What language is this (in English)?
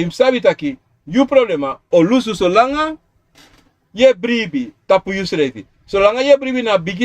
Sranan Tongo